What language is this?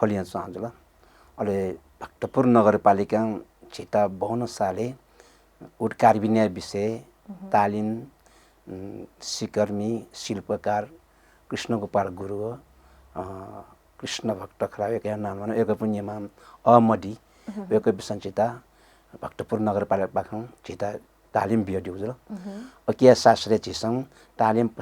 Newari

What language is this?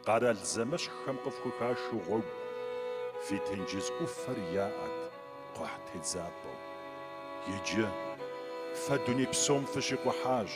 Kabardian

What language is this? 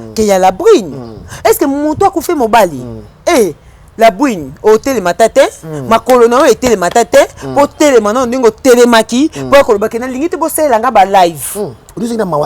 Lingala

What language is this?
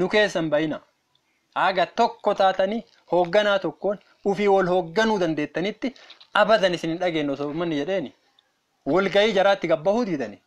Oromo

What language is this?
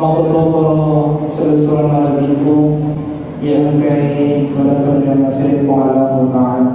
Buginese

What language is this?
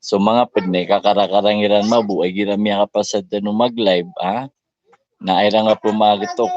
Maranao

